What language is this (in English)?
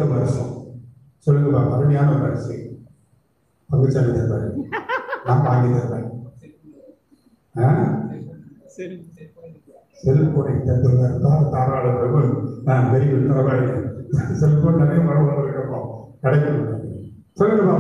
Tamil